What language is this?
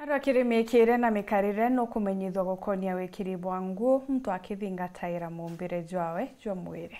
Meru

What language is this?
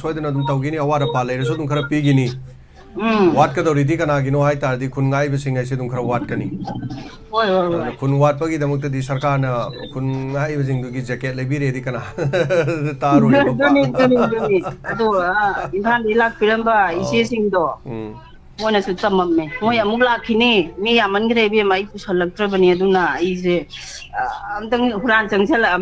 Manipuri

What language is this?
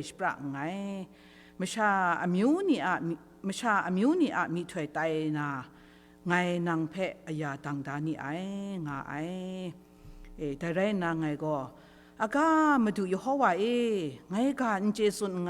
Kachin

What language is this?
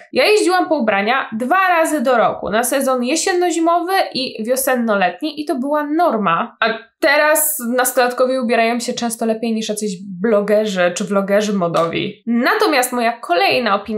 Polish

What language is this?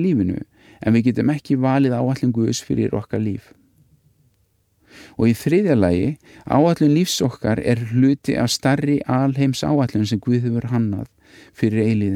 Icelandic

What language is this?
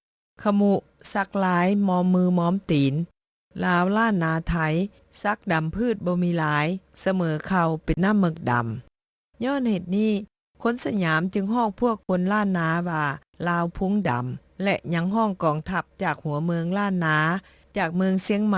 Lao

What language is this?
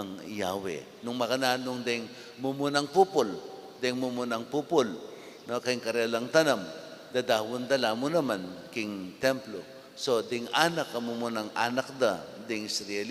Pampanga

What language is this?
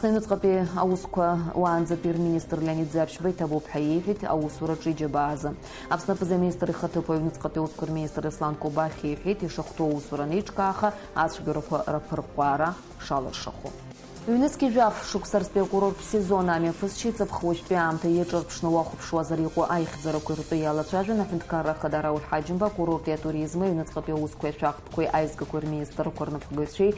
Abkhazian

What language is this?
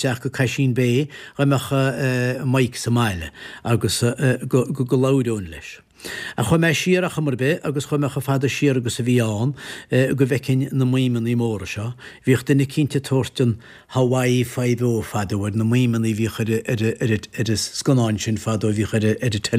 Irish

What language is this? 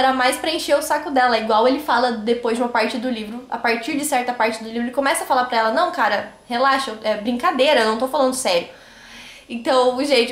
Portuguese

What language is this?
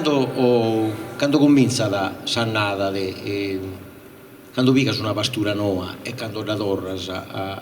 Sardinian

